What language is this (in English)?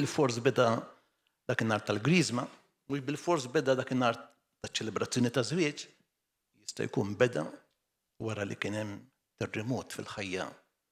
Maltese